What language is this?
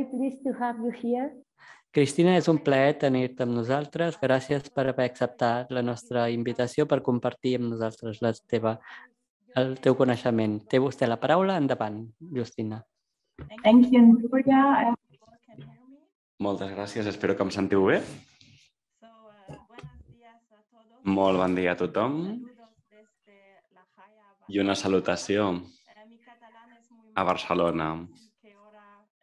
Catalan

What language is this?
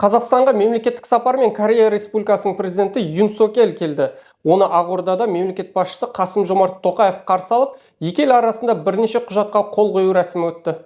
Kazakh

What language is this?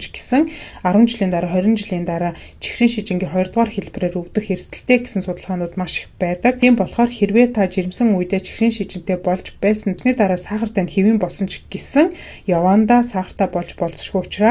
Mongolian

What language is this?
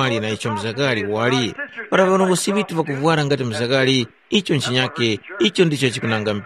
Tumbuka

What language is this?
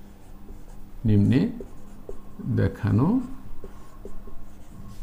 Bangla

